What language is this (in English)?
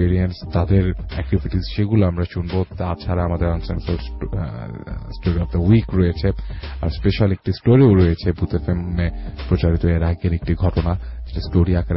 Bangla